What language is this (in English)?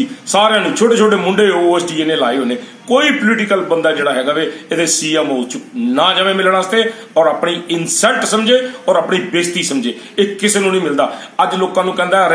Punjabi